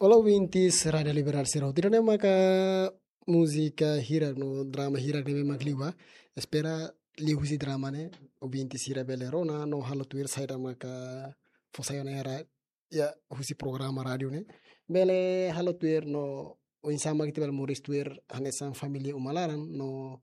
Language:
Tetum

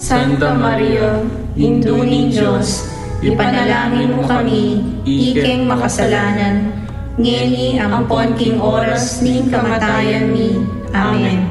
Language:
Pampanga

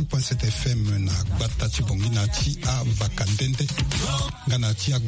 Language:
Sango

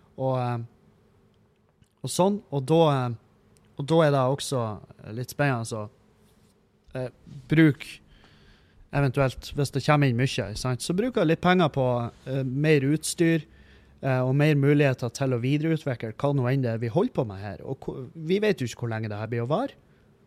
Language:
Norwegian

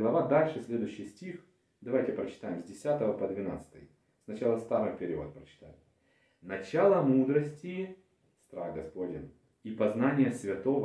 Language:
Russian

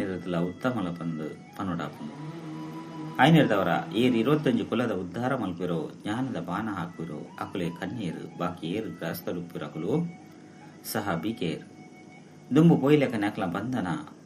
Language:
Tulu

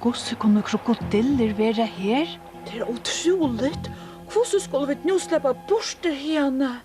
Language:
Faroese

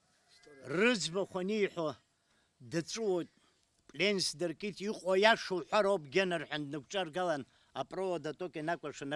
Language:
Abkhazian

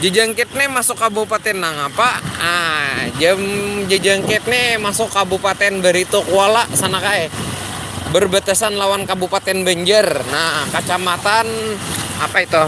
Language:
Banjar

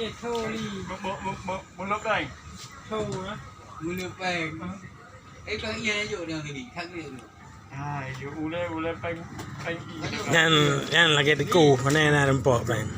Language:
Achinese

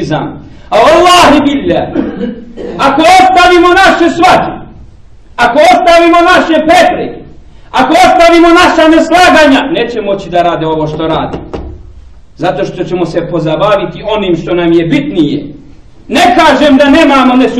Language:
Bosnian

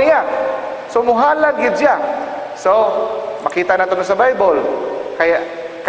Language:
Cebuano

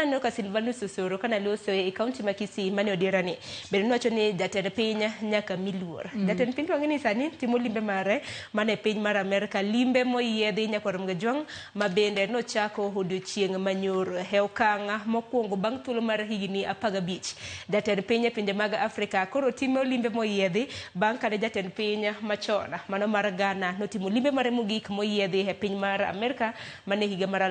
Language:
Luo (Kenya and Tanzania)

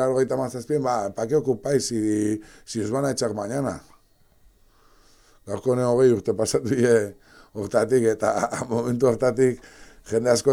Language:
Basque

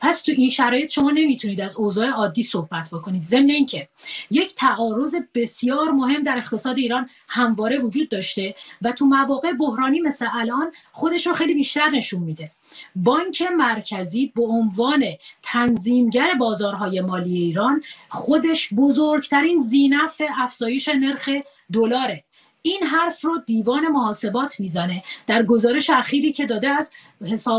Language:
Persian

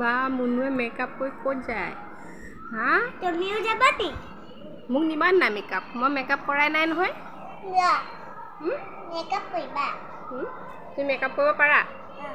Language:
Assamese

